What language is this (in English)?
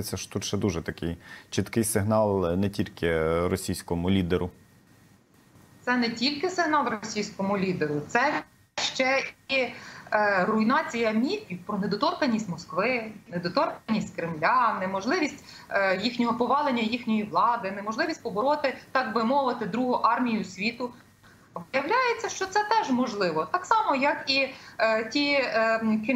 Ukrainian